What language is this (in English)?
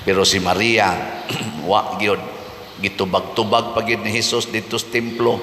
Cebuano